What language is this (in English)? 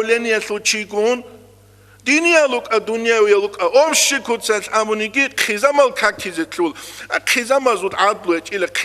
Avaric